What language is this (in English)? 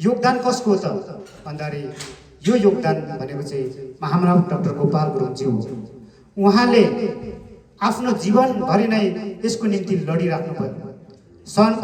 Nepali